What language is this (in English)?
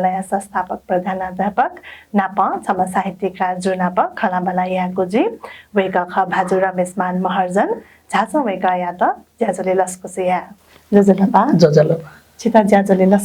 Newari